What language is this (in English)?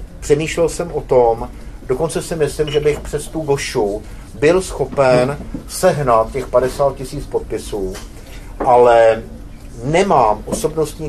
Czech